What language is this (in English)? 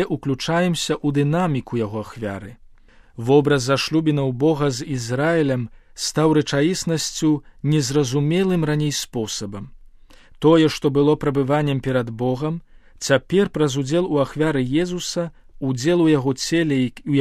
Belarusian